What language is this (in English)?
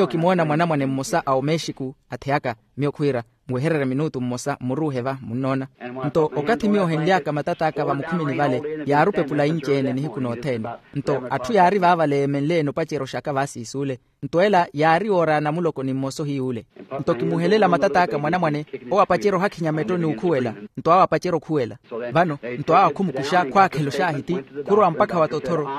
Makhuwa